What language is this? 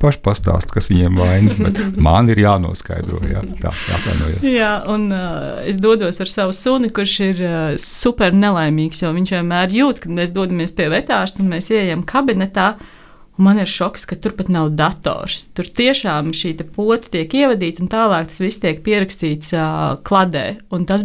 Latvian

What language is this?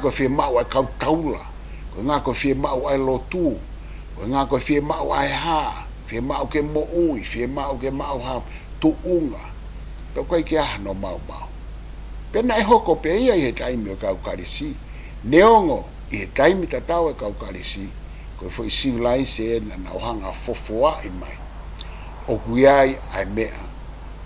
Tongan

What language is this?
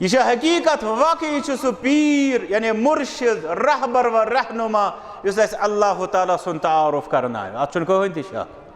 Kashmiri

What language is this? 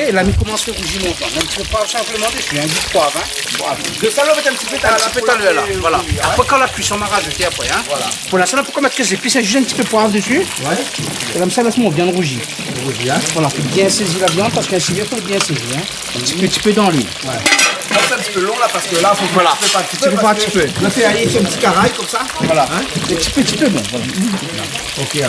Réunion Creole French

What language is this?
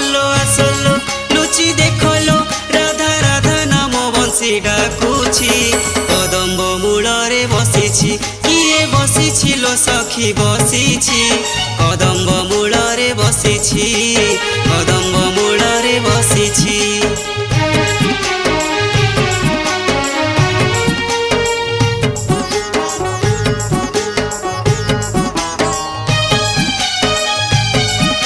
Odia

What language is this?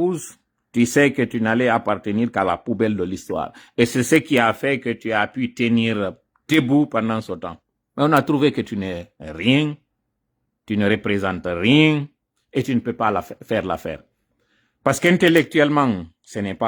Pular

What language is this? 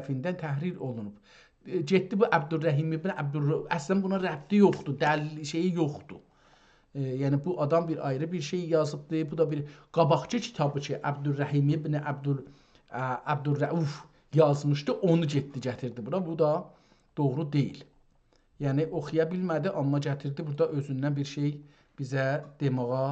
South Azerbaijani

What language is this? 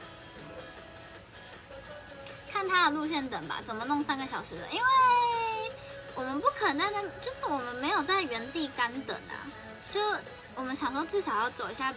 Chinese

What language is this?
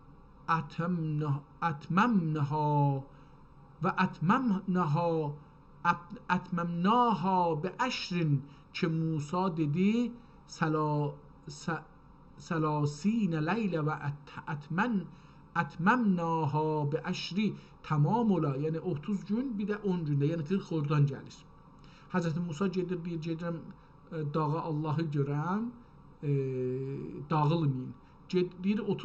South Azerbaijani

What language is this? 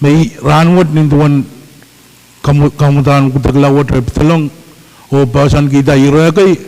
Pohnpeian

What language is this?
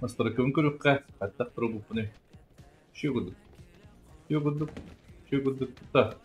Yakut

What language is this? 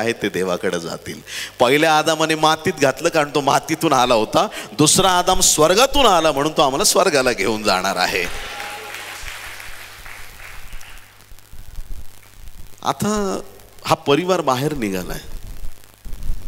Marathi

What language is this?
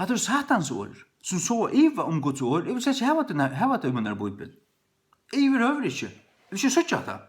Faroese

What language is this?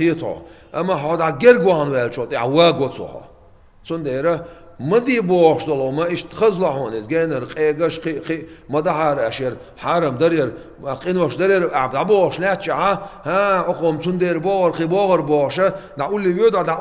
Chechen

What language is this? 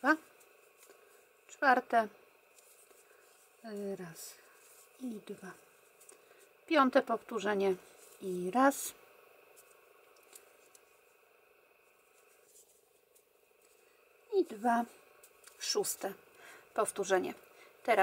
Polish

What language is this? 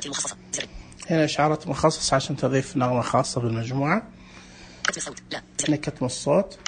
Najdi Arabic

